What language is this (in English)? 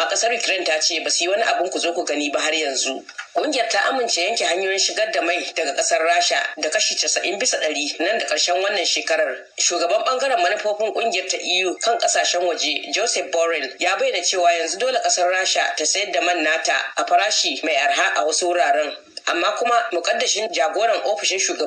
Hausa